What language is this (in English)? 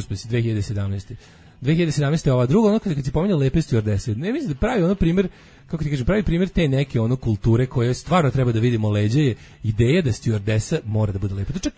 Serbian